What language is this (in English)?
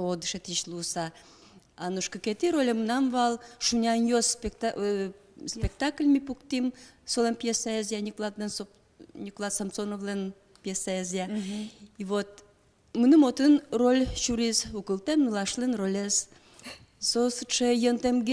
Udmurt